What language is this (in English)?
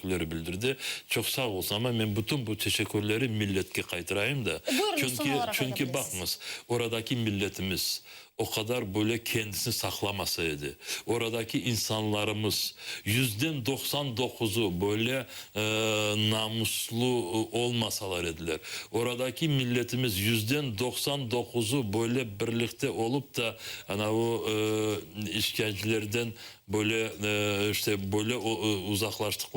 Crimean Tatar